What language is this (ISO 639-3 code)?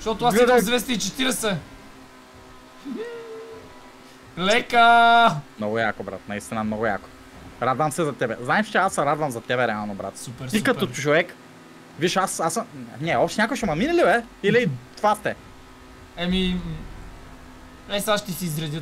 bul